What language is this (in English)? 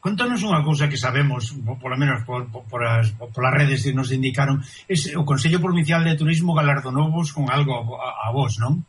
Galician